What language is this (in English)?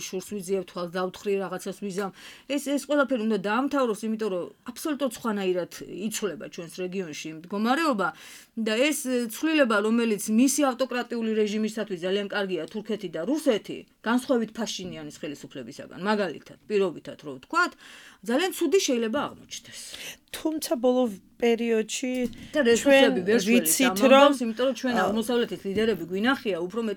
Georgian